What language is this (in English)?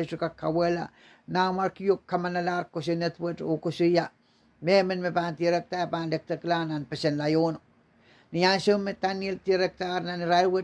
Pohnpeian